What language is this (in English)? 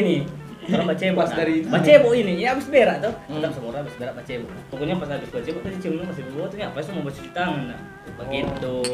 Manado Malay